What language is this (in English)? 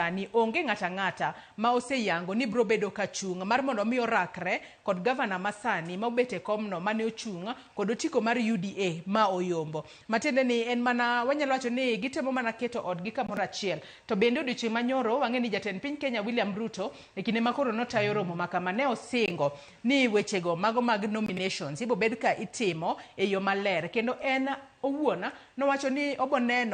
Luo (Kenya and Tanzania)